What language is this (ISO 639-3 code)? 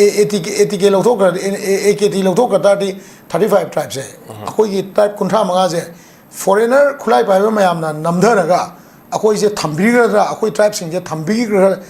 mni